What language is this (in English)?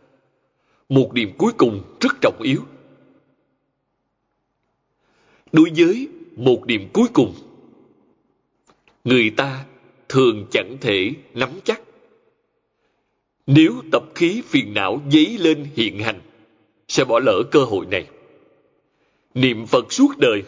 Vietnamese